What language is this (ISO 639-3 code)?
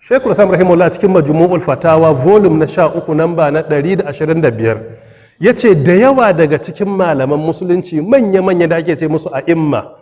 hau